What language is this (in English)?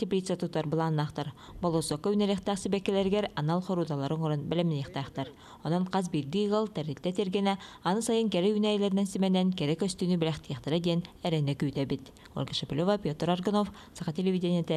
Yakut